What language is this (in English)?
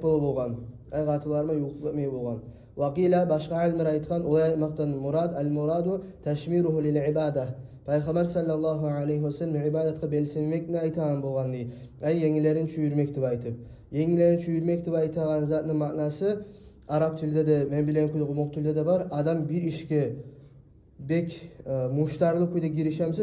Kumyk